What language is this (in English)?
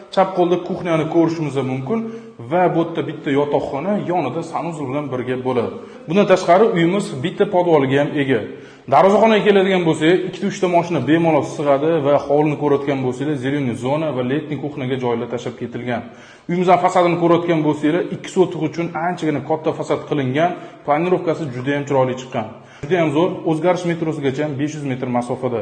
Uzbek